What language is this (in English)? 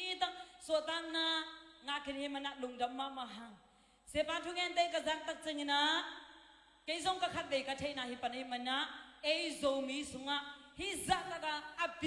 Tedim Chin